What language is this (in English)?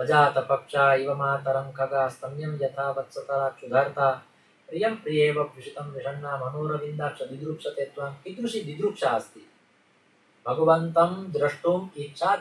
Sanskrit